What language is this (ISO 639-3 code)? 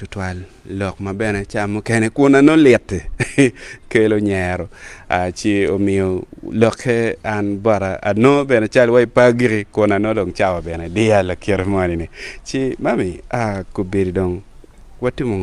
ach